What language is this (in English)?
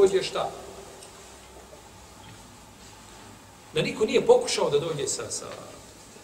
Bosnian